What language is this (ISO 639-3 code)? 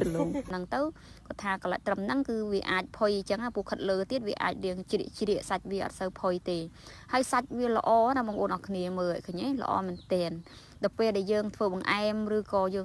khm